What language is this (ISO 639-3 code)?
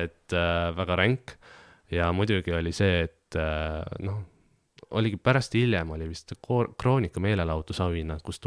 est